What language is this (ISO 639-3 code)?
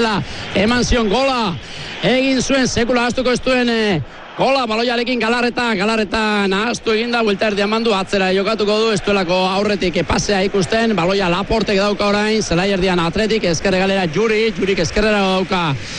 eus